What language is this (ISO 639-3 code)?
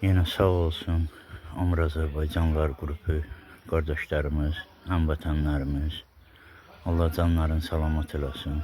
aze